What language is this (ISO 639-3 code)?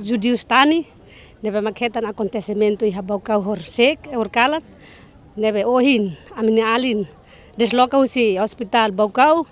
tet